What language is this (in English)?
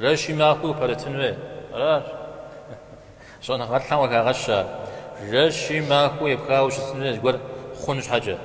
Kabardian